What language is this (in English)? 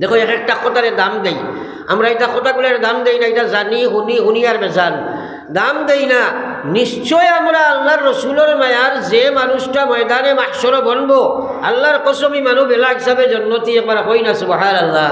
Sylheti